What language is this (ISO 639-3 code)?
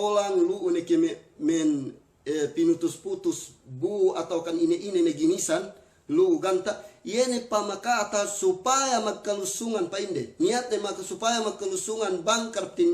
yka